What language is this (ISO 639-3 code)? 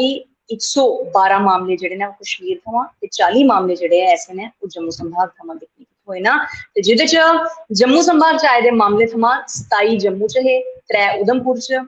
doi